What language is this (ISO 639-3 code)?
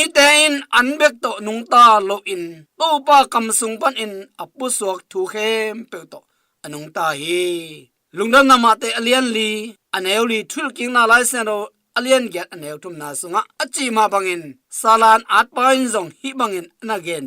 ctd